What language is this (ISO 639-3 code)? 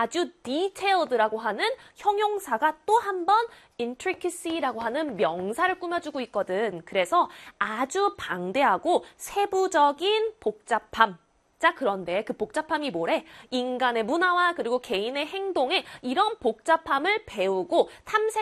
kor